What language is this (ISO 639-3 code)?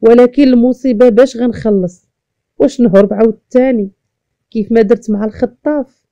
ary